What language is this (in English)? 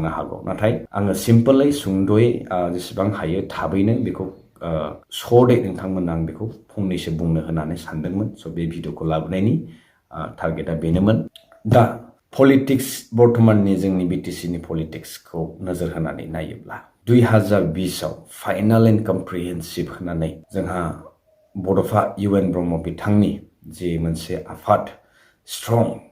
Bodo